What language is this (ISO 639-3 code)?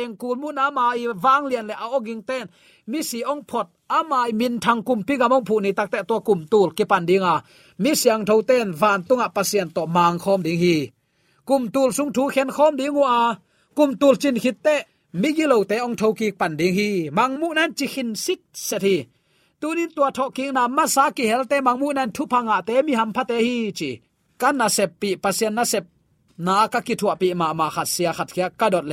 ctd